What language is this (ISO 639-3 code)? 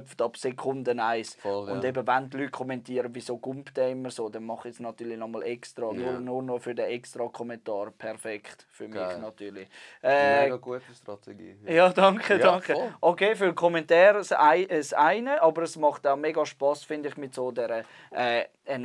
gsw